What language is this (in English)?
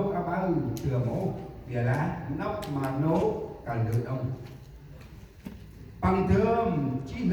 Central Mnong